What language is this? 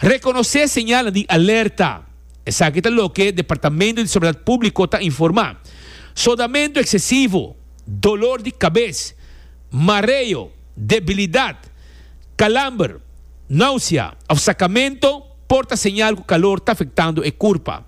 Papiamento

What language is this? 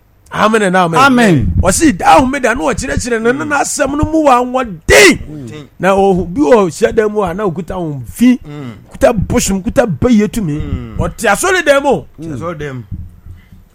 Akan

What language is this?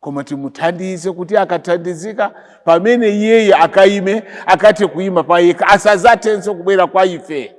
Nyanja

